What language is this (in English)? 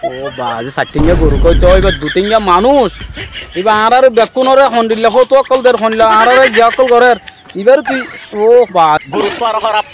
Rohingya